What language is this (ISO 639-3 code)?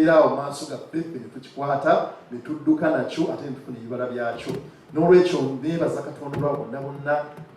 lug